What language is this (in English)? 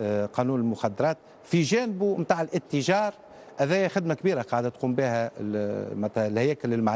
Tunisian Arabic